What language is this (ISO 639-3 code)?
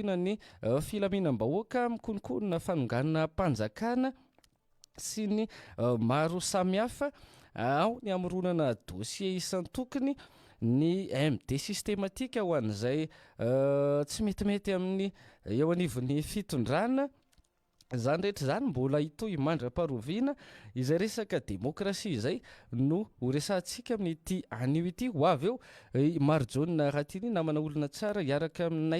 mlg